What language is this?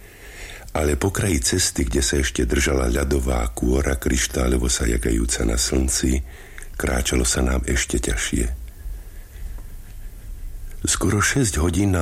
Slovak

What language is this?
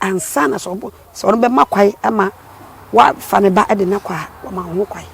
Akan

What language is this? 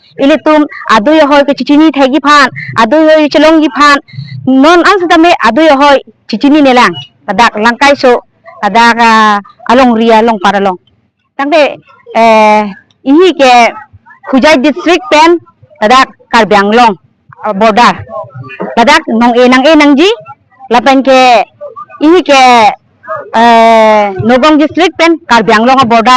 Karbi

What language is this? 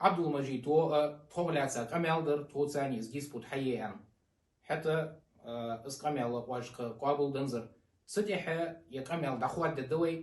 Ingush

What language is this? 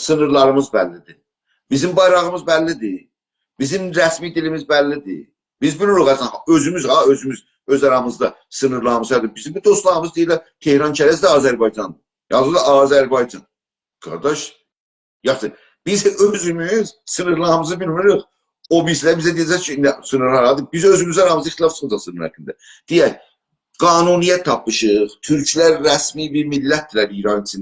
South Azerbaijani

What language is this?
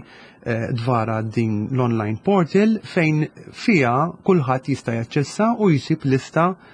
Maltese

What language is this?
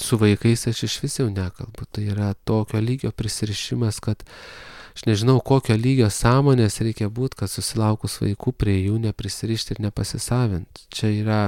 Lithuanian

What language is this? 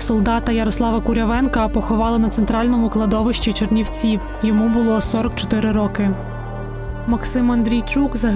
Ukrainian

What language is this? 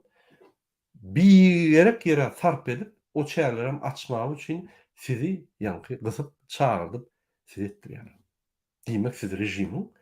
Turkmen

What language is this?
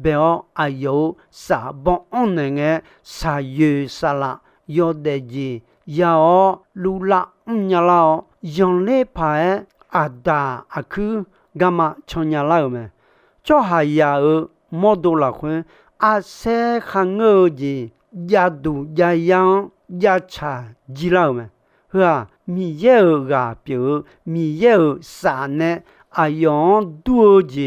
Akha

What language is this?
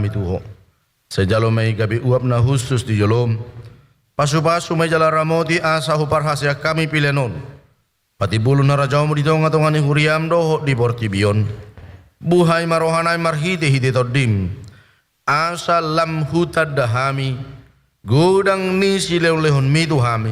Batak Toba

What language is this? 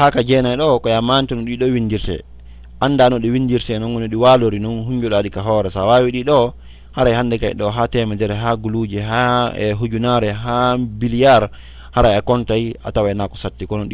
Fula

